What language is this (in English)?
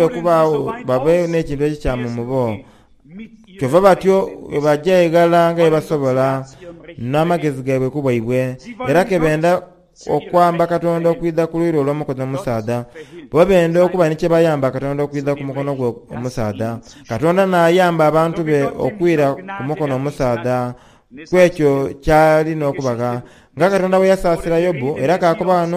Soga